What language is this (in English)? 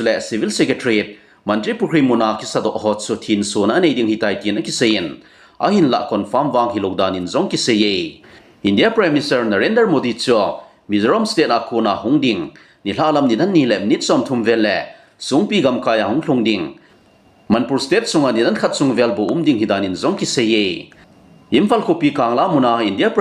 Thado Chin